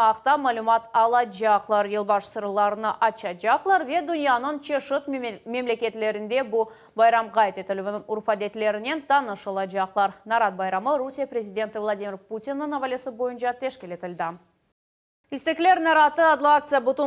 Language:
Crimean Tatar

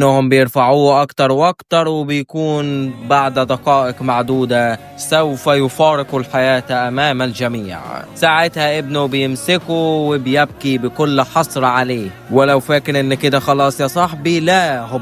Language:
Egyptian Arabic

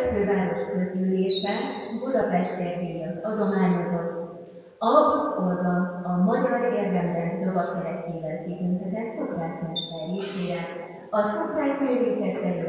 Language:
Hungarian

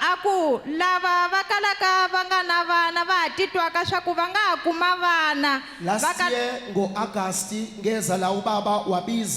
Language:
Zulu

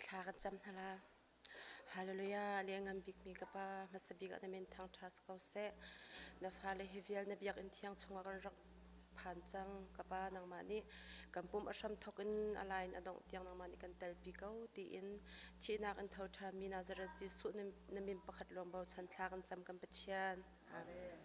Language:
Hakha Chin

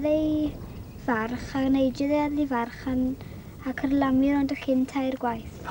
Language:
Welsh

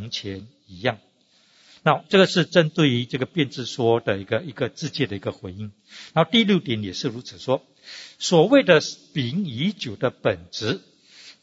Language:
Chinese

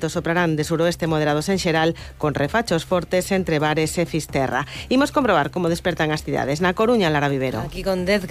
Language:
Galician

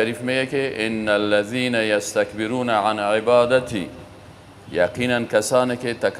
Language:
Persian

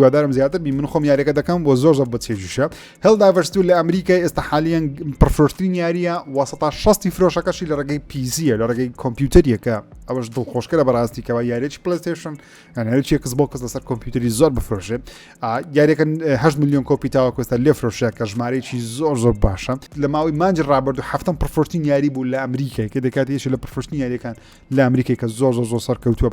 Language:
Central Kurdish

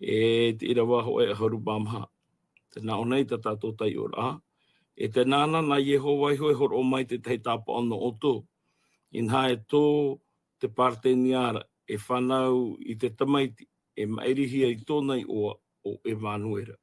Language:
Tahitian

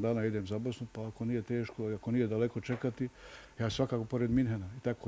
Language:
Bosnian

